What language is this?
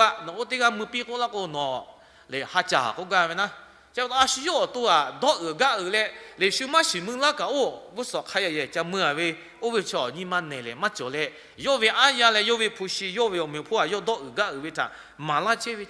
Lahu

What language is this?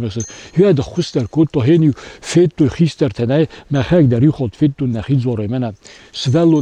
Ossetic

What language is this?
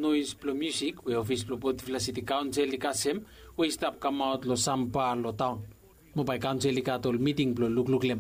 Bislama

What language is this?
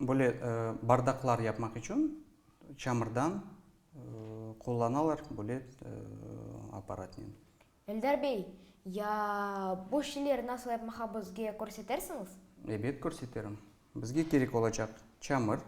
Crimean Tatar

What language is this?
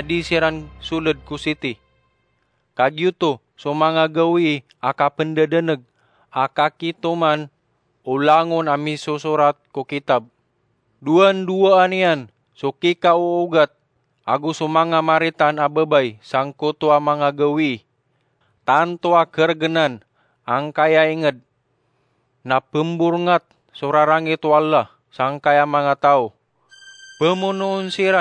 Maranao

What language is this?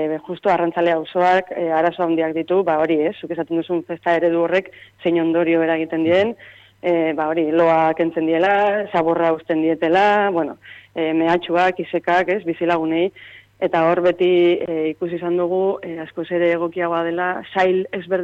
Basque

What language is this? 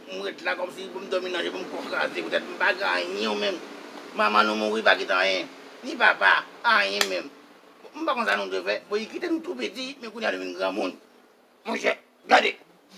Haitian Creole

